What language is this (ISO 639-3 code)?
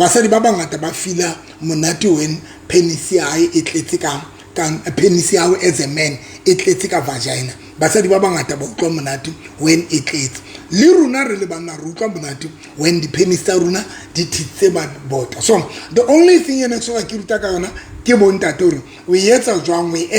sot